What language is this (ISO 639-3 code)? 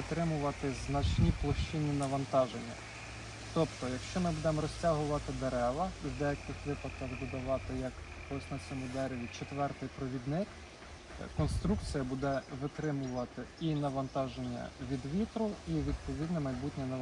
ukr